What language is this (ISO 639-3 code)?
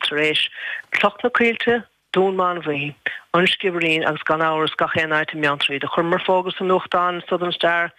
gle